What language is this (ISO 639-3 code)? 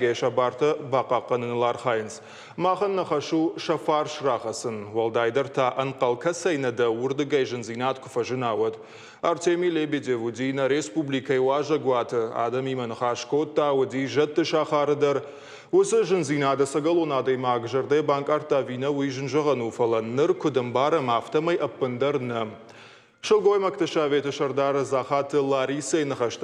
oss